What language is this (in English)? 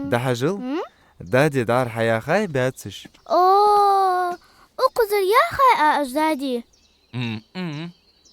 Ingush